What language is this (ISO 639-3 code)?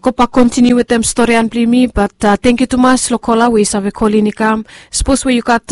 bis